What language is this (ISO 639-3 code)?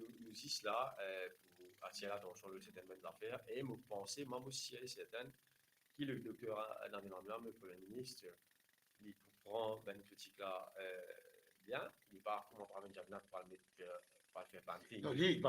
mfe